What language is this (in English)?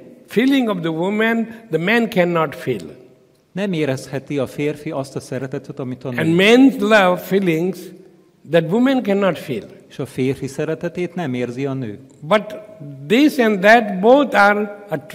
Hungarian